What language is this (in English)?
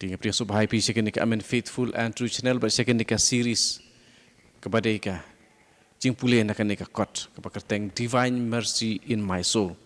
Khasi